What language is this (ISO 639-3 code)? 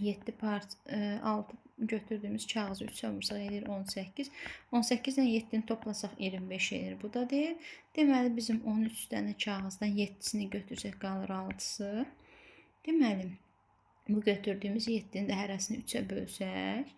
aze